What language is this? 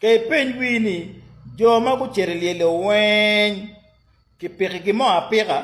Acoli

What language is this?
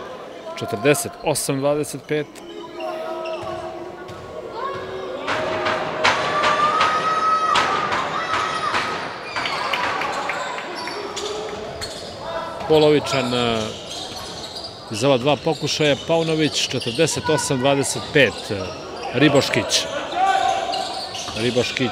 Serbian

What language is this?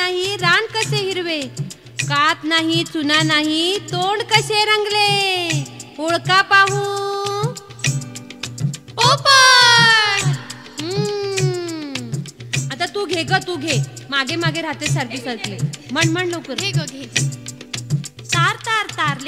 Marathi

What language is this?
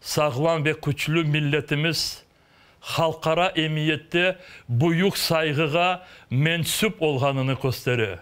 Crimean Tatar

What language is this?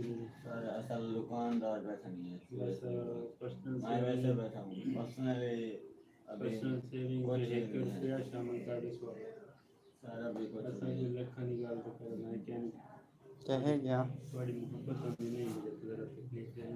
Saraiki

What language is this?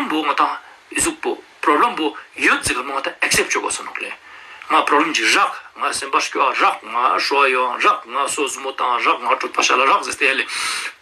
Ladakhi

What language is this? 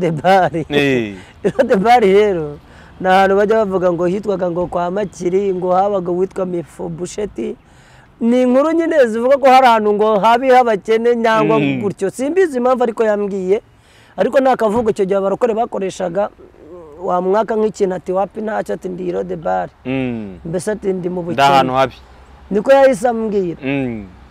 Kinyarwanda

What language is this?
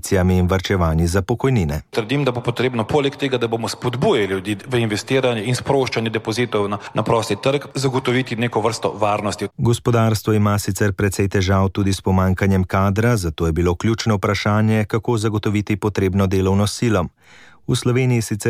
Slovenian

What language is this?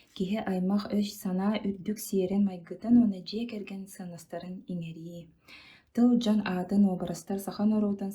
Yakut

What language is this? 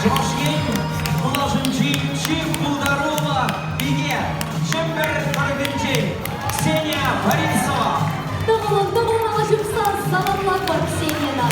Chuvash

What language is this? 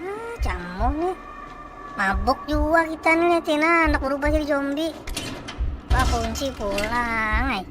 Banjar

